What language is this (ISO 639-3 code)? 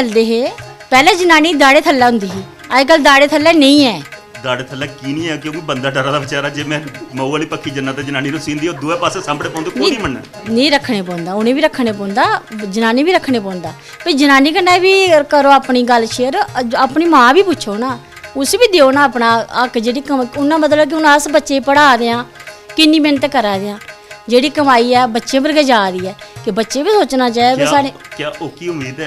doi